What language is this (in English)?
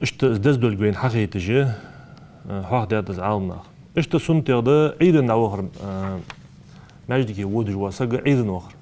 Ingush